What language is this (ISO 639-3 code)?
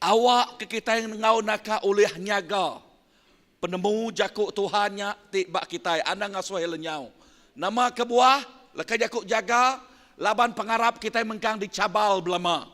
iba